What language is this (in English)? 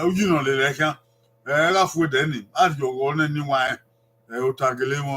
Bini